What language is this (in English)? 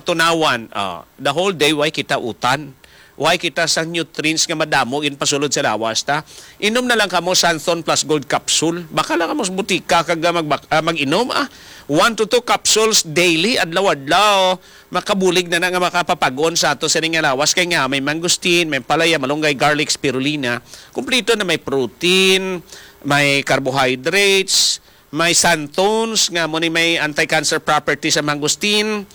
Hiligaynon